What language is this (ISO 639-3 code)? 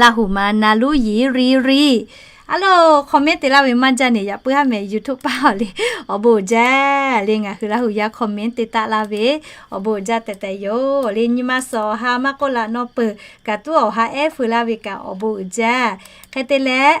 lhu